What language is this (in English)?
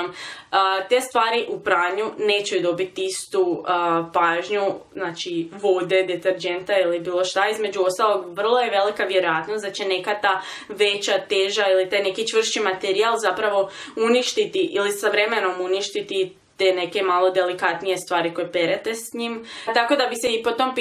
Croatian